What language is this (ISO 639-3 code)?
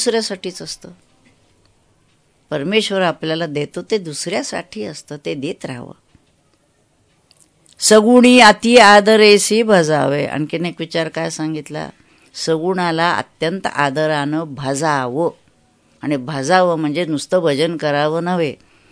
mar